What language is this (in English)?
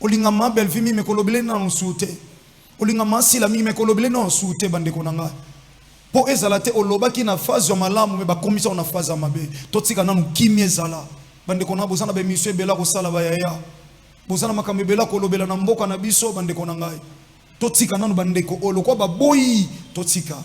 Lingala